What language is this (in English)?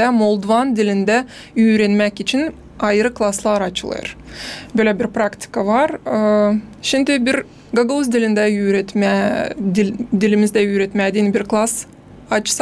Gagauz